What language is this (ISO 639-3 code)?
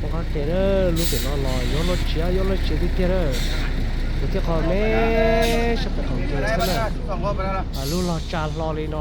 hmn